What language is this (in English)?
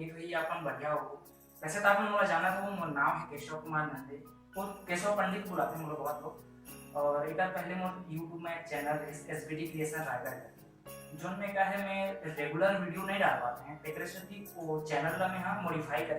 Chhattisgarhi